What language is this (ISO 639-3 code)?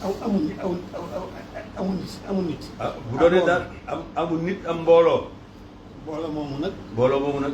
wol